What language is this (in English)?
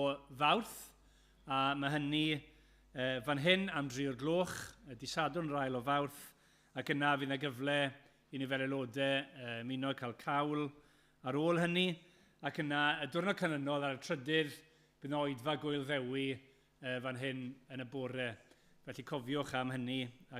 Welsh